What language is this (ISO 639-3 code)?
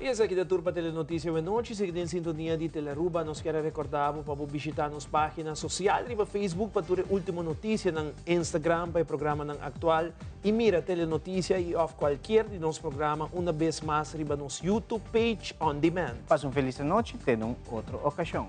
pap